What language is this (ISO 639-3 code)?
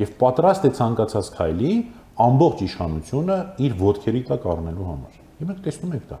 hye